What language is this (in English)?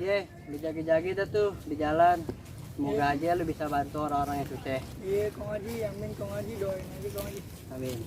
Betawi